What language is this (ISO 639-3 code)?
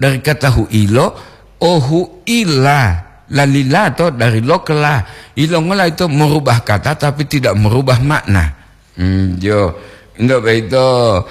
gor